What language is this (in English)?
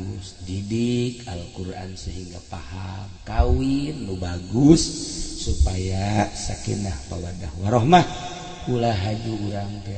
Sundanese